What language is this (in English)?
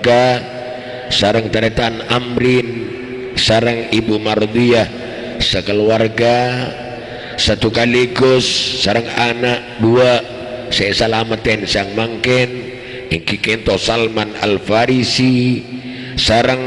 Madurese